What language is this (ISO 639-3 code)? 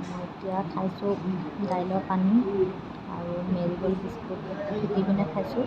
asm